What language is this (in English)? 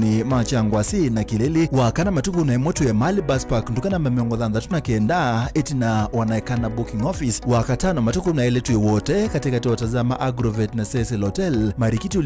Kamba